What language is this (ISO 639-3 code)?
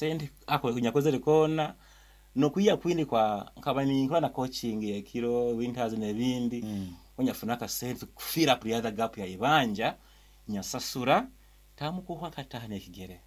nyo